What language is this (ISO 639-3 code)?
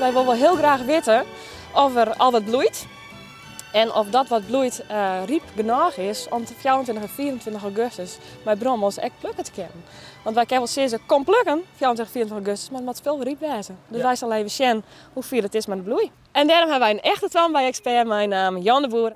fry